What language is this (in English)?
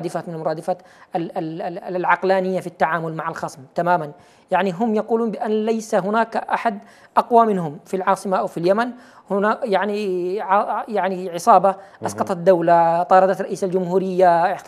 Arabic